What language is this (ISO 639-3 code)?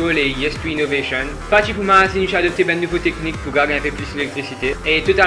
mfe